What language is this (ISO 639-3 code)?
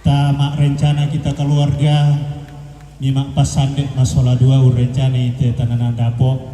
sda